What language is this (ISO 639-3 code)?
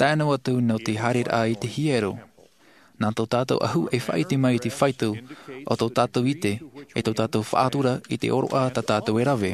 tah